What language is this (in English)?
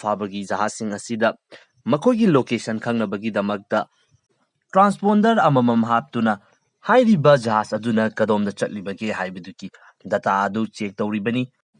Manipuri